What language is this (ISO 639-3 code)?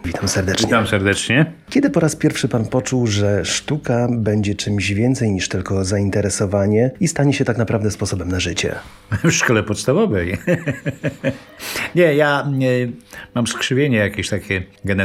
pol